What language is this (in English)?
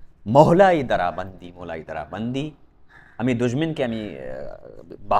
Baluchi